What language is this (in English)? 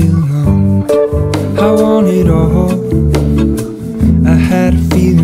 Greek